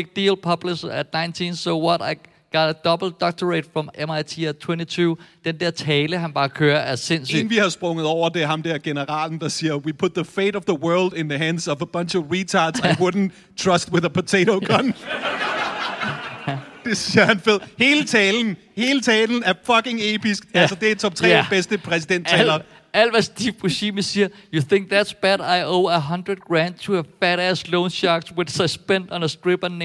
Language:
Danish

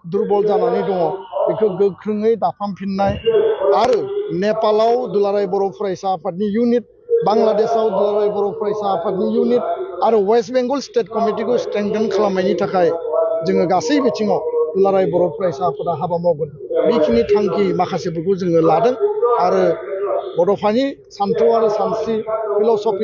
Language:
Bodo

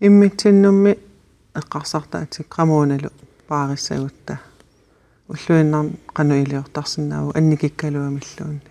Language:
Kalaallisut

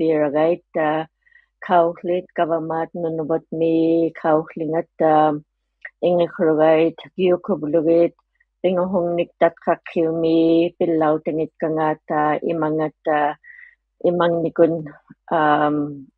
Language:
Inuktitut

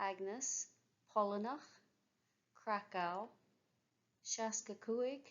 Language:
Irish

